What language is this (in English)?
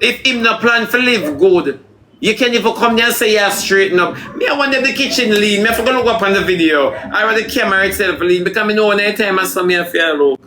Jamaican Creole English